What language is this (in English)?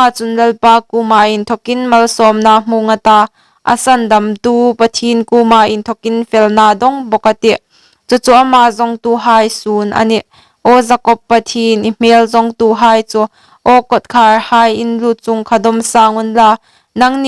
Hmar